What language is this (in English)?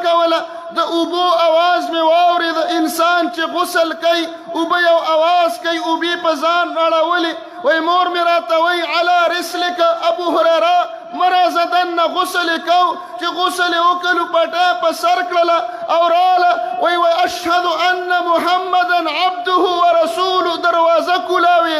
Pashto